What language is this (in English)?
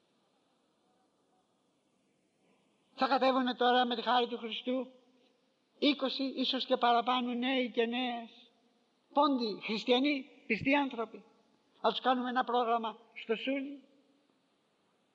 Greek